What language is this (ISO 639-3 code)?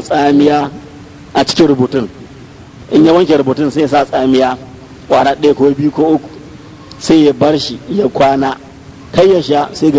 hau